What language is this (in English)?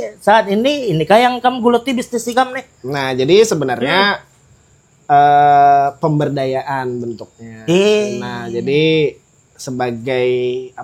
Banjar